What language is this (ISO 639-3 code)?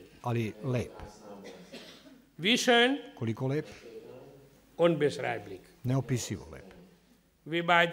srp